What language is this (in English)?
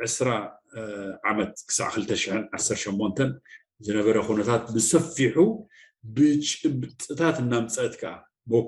Tigrinya